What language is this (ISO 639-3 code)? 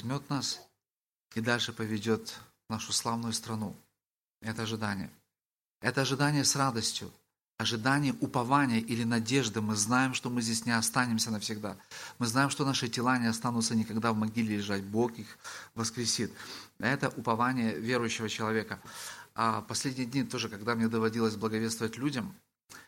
rus